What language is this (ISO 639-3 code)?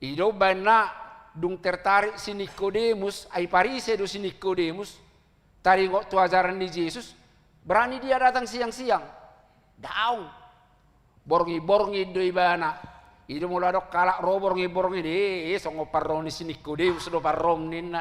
bbc